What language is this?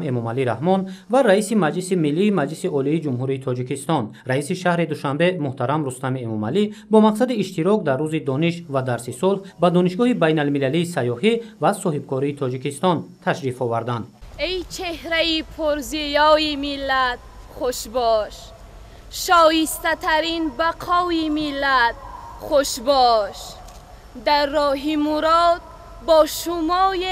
Tajik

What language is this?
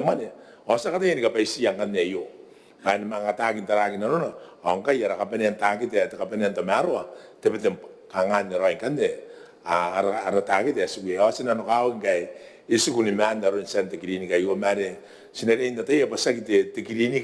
Gilbertese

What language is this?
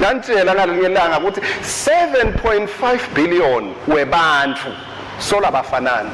Swati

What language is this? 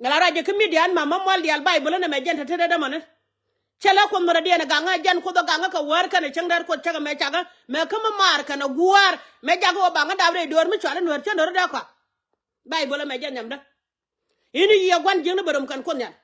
Nuer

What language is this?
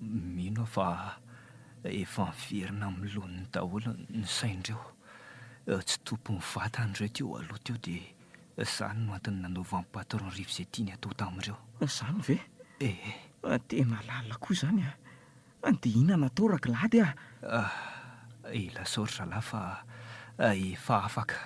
Malagasy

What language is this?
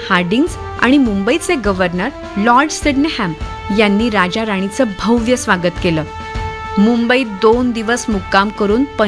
Marathi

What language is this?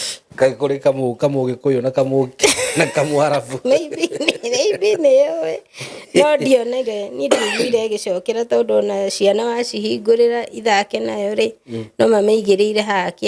Kikuyu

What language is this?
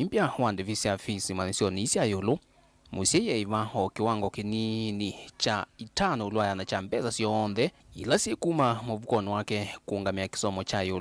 Kamba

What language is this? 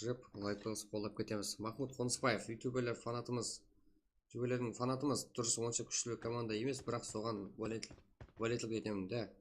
Kara-Kalpak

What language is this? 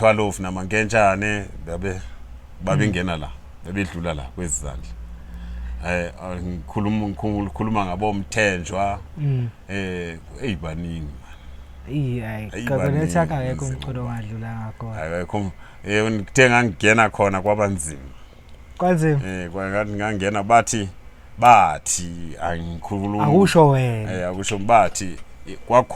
Zulu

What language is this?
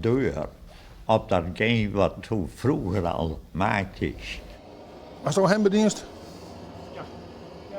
Western Frisian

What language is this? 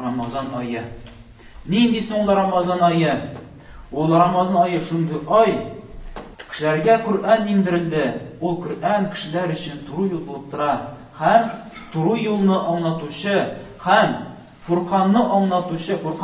Tatar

